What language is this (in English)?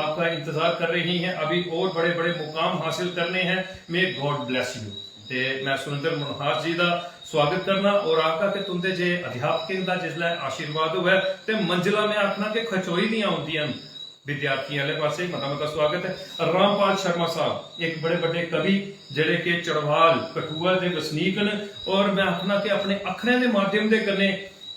Dogri